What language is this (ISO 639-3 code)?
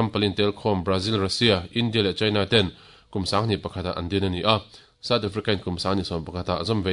lus